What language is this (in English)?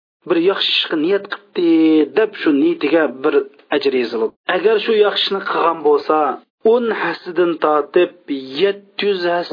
Uyghur